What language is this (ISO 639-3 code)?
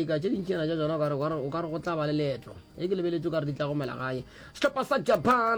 nso